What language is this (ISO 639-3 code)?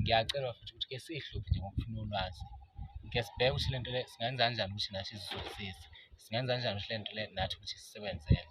zul